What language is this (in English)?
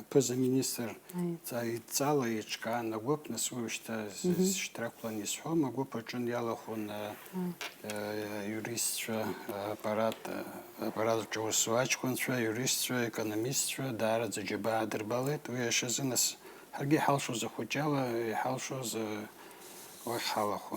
Abkhazian